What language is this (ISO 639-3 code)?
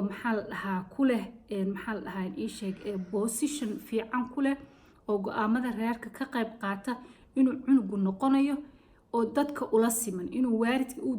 som